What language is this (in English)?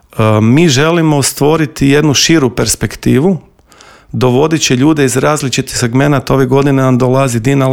Croatian